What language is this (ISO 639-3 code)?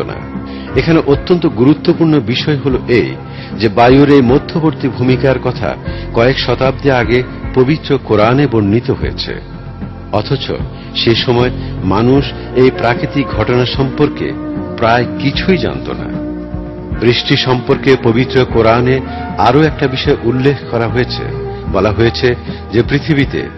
ben